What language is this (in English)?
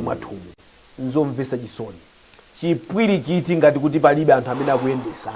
Nyanja